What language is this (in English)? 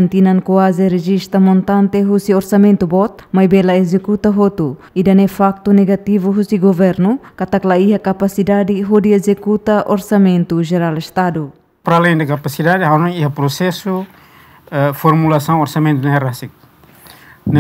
Tetum